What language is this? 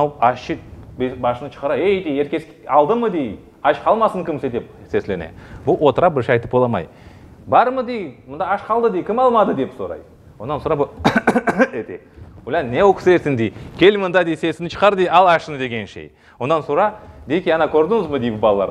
Crimean Tatar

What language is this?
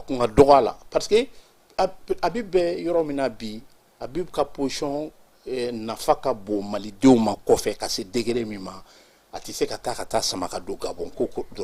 Bambara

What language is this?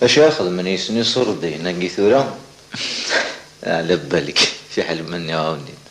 Kabyle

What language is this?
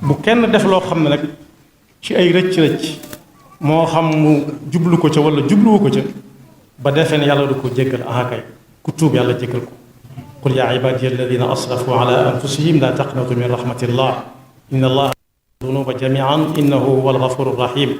Wolof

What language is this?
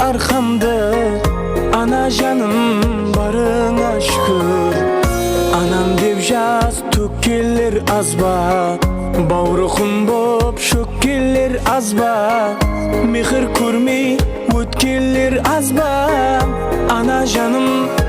Kara-Kalpak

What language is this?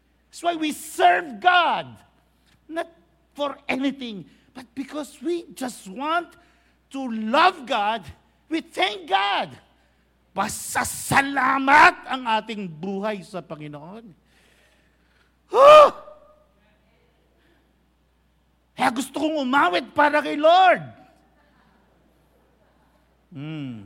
Filipino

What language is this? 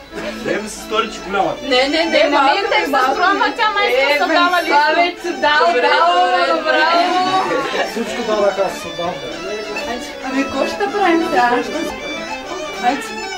Bulgarian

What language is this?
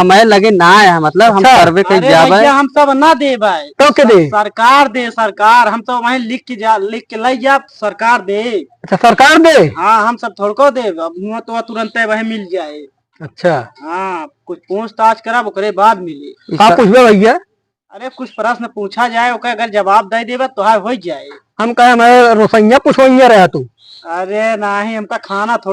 Awadhi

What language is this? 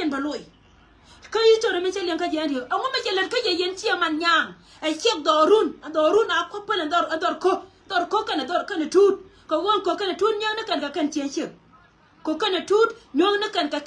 Nuer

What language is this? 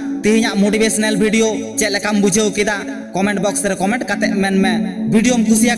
Santali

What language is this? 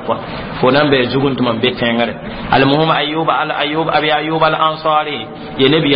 Mossi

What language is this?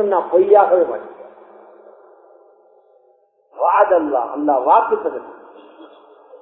Tamil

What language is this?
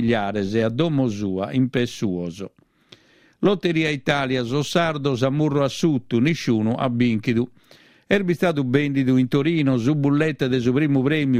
Sardinian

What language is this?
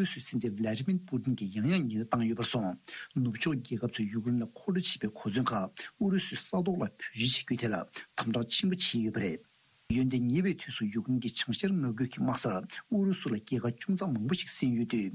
Tibetan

